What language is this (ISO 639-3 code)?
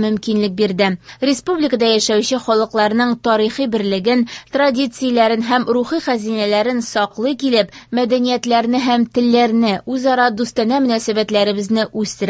tat